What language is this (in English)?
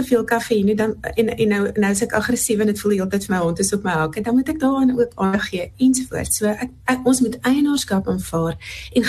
Afrikaans